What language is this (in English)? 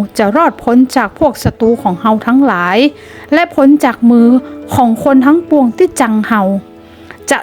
Northern Thai